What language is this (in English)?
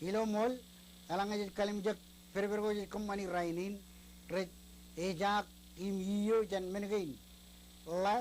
Marshallese